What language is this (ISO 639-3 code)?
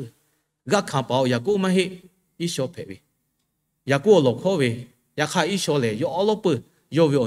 lhu